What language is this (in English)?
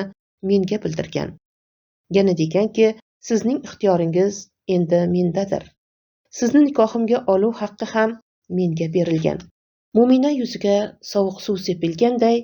Uzbek